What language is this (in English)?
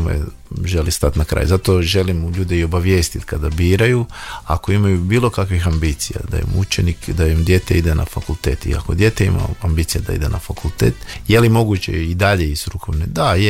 Croatian